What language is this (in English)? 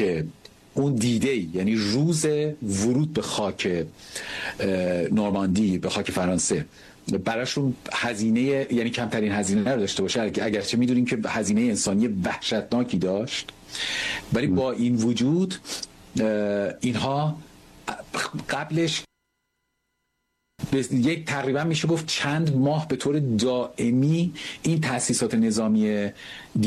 Persian